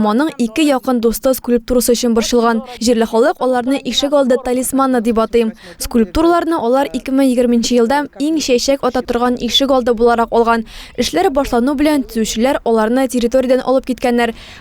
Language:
Tatar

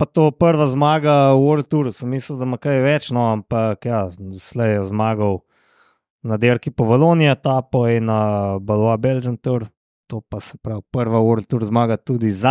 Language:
Slovenian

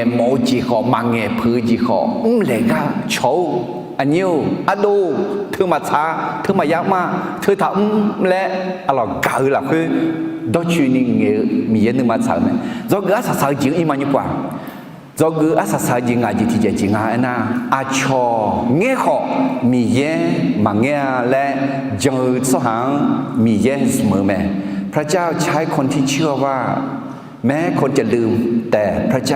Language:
Akha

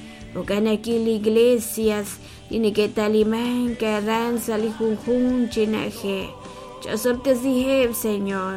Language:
Kekchí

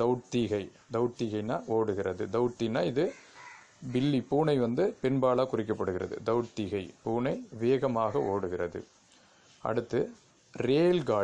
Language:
Tamil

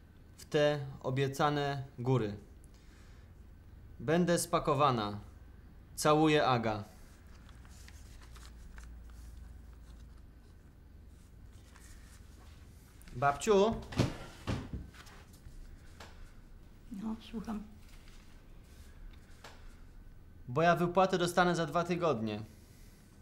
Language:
Polish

